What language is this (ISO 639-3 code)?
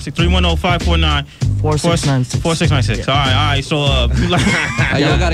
eng